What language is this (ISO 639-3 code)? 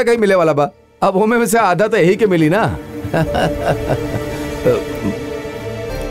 bho